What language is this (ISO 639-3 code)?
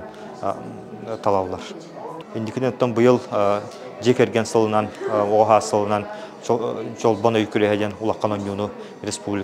sah